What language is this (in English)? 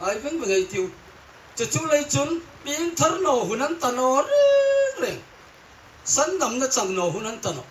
Hmar